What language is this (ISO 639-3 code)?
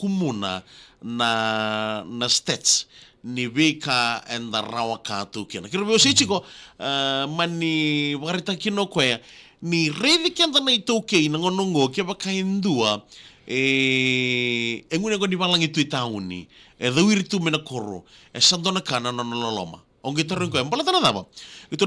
fij